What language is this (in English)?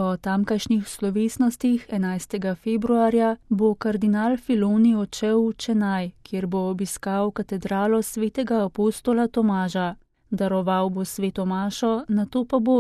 Slovenian